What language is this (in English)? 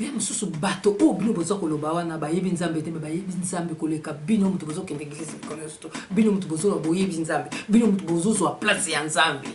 Lingala